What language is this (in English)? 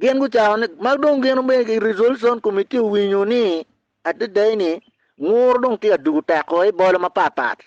Acoli